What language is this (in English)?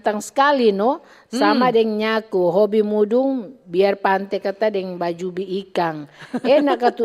Manado Malay